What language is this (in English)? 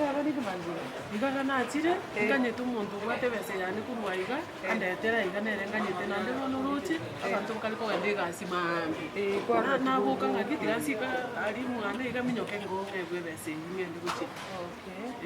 Gusii